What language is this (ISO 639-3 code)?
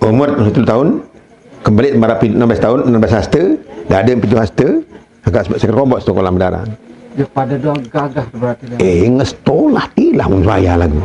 sas